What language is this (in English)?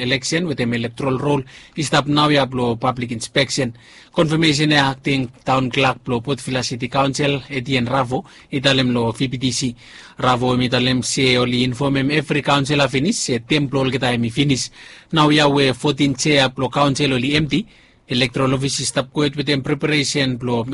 Bislama